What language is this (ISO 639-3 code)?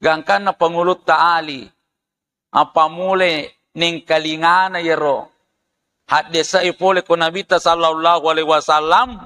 bug